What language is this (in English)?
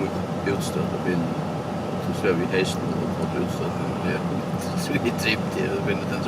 Faroese